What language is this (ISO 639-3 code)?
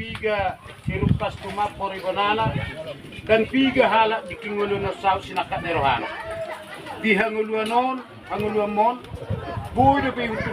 bbc